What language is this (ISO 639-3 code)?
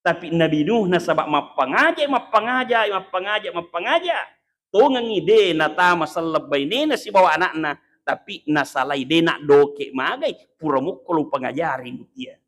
bug